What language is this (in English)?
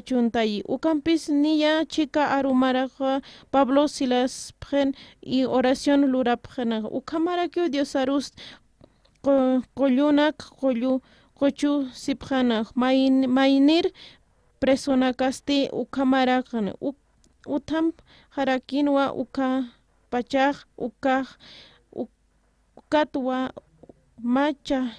Aymara